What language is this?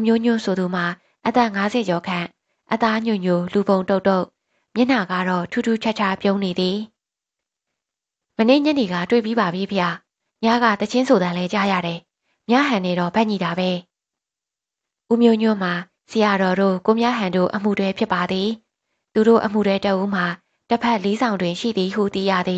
Burmese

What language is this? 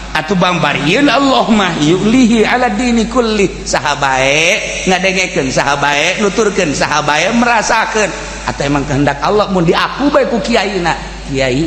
Sundanese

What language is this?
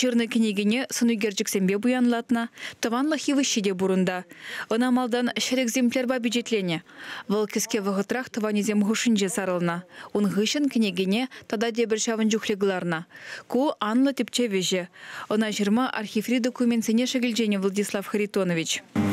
Chuvash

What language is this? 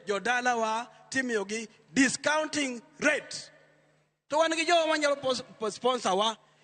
Luo (Kenya and Tanzania)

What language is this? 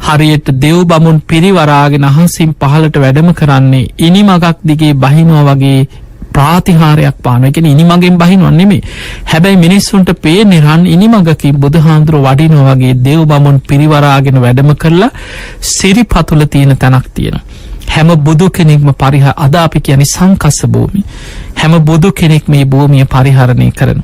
Sinhala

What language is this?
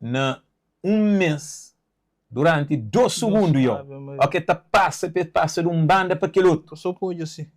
Kabuverdianu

